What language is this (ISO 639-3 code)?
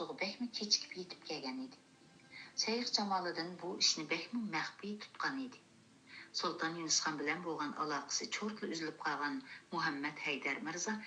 uig